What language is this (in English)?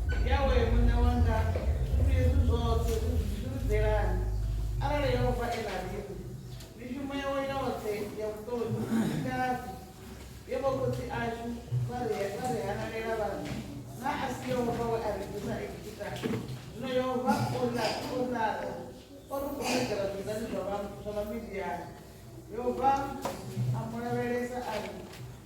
Venda